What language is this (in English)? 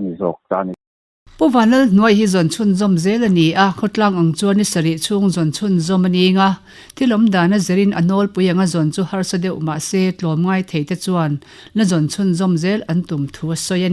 Mizo